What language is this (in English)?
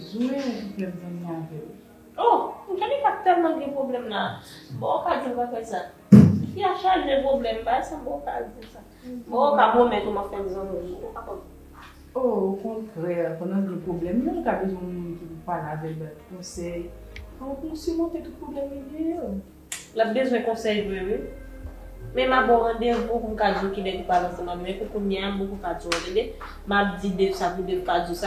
Haitian Creole